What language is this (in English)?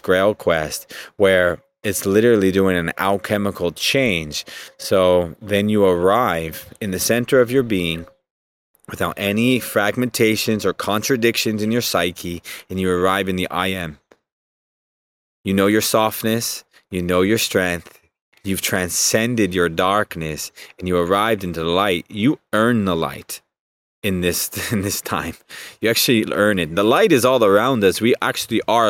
English